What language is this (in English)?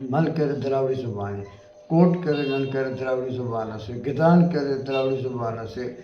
Brahui